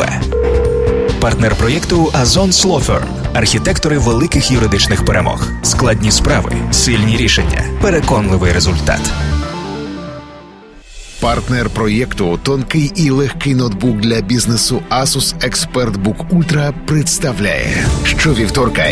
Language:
Ukrainian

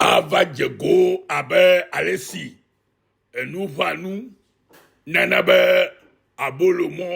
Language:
Ewe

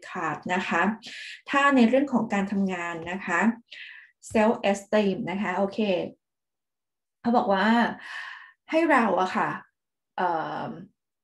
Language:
Thai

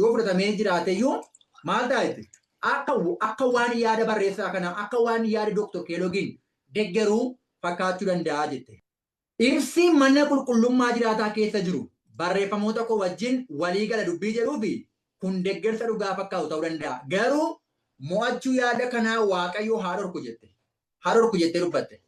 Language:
Oromo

